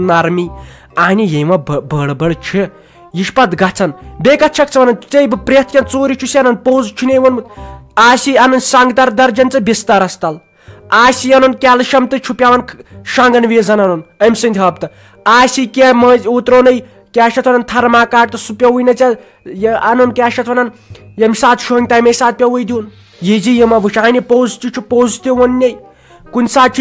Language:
Kashmiri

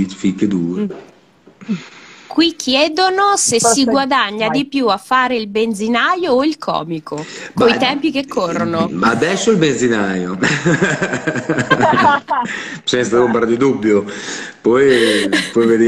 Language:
Italian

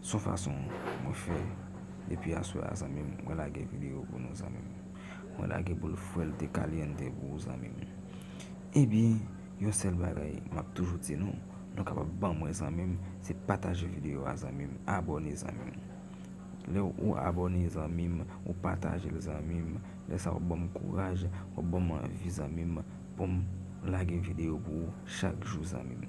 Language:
Haitian Creole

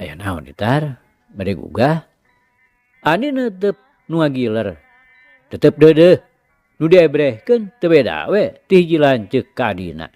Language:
Sundanese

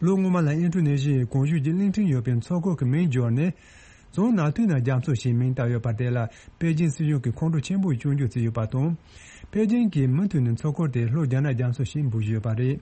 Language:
Tibetan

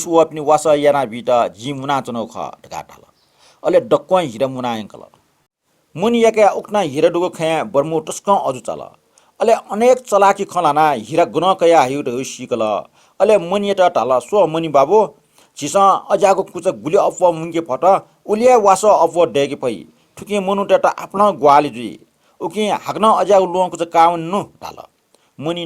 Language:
Newari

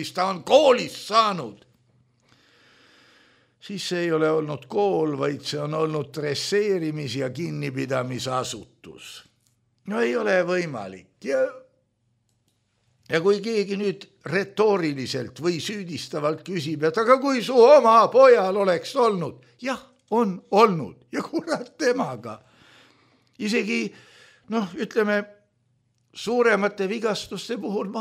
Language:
Estonian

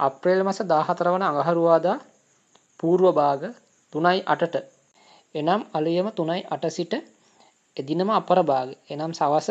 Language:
Sinhala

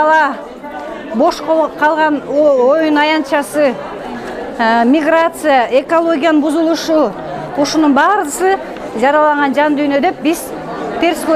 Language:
Kyrgyz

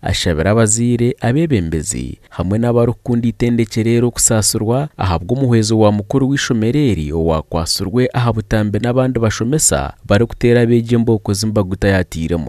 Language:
Nyankole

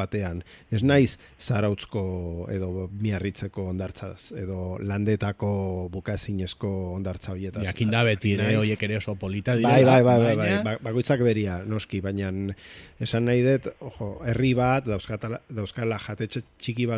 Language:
Basque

